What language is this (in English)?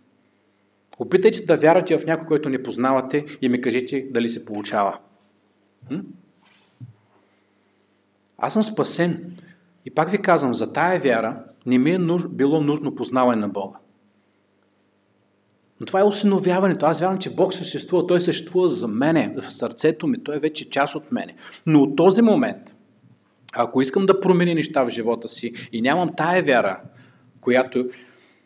Bulgarian